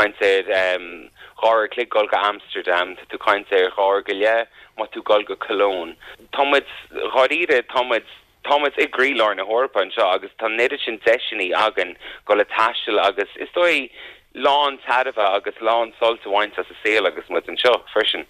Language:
Irish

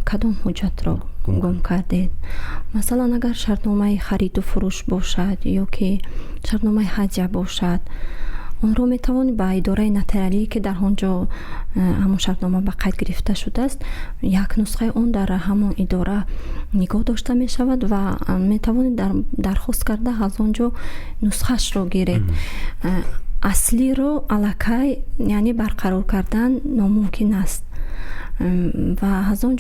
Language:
Tajik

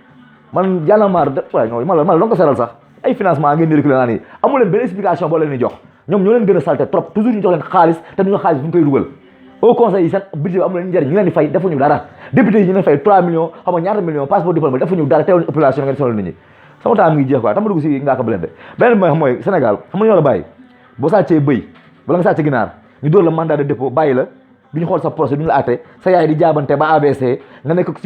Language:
Wolof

